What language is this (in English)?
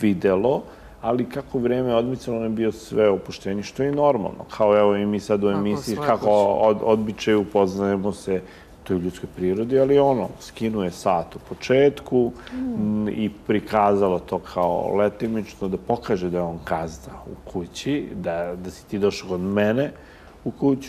Serbian